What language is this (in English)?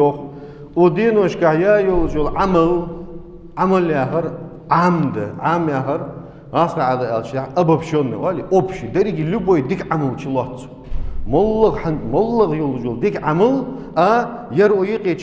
Ingush